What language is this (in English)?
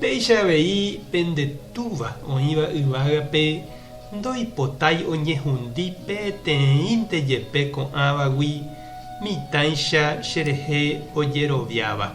Guarani